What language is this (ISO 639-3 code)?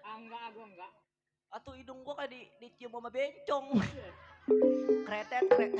bew